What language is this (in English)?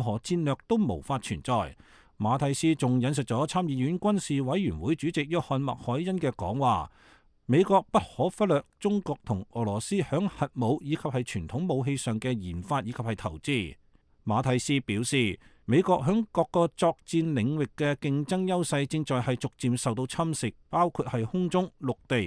Cantonese